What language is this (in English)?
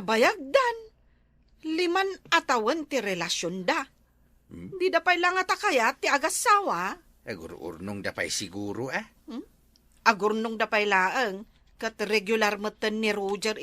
Iloko